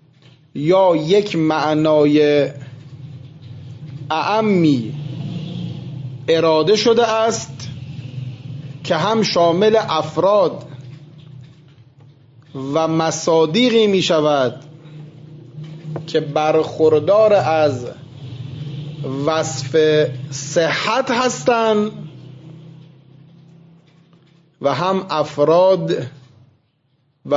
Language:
Persian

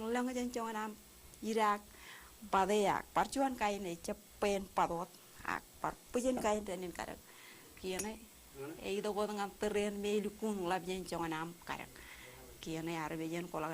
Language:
Marshallese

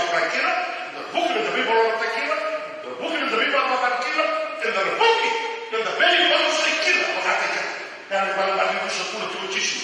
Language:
Fijian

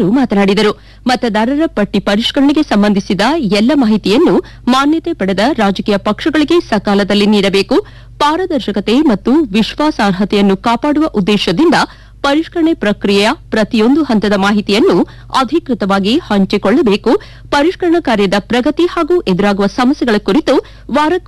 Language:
Kannada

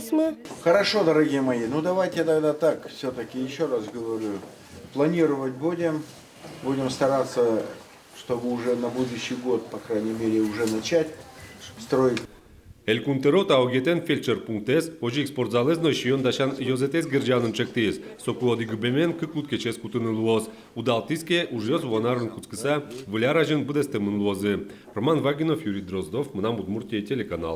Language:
Udmurt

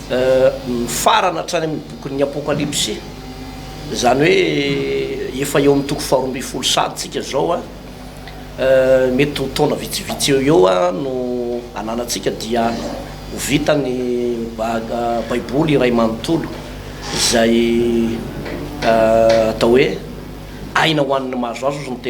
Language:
Malagasy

